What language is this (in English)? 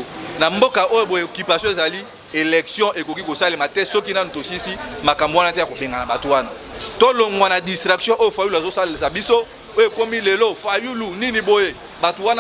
Lingala